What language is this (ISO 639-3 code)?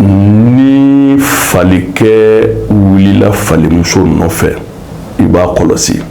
bam